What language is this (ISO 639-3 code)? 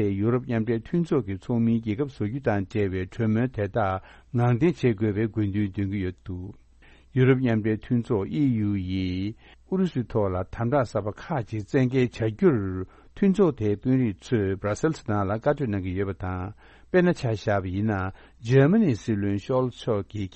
bod